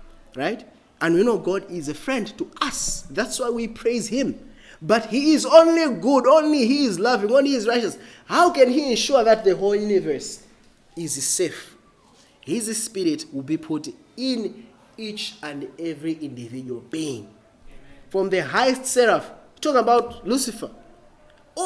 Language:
English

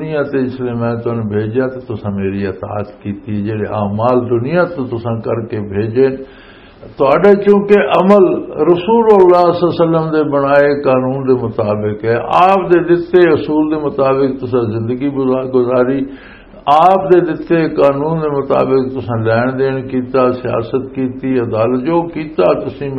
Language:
Western Panjabi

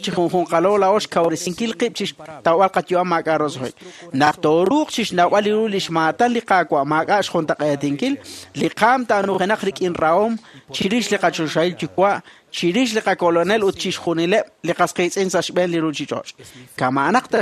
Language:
Kekchí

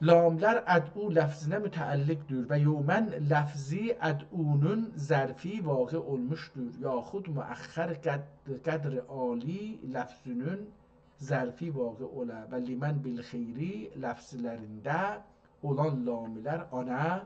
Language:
South Azerbaijani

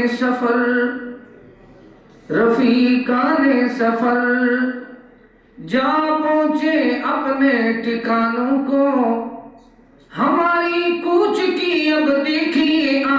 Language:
Urdu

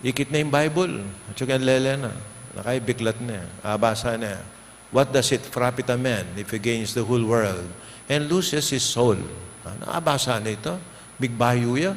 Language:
Pampanga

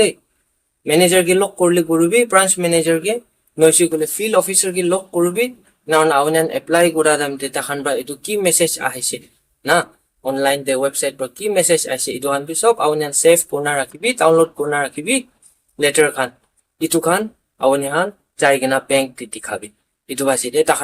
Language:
Naga Pidgin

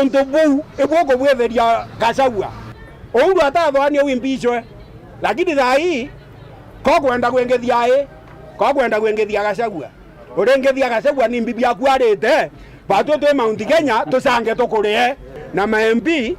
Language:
Meru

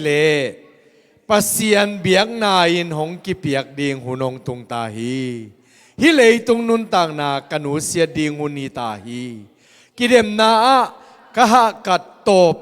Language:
Tedim Chin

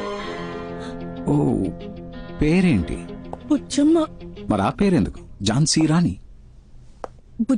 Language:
Telugu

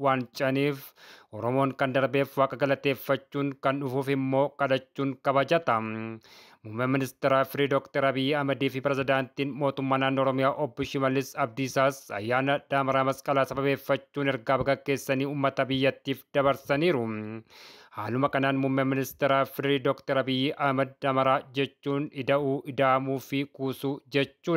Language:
Oromo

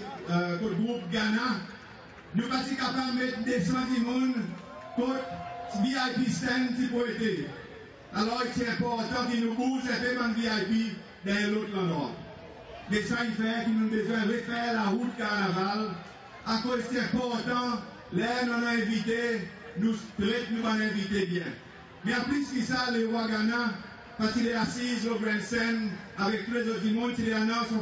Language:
Seselwa Creole French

